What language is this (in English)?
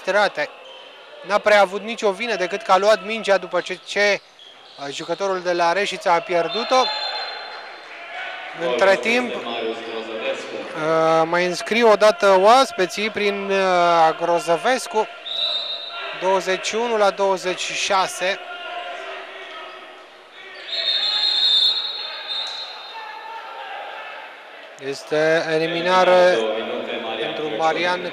Romanian